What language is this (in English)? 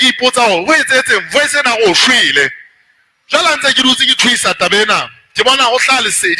Southern Sotho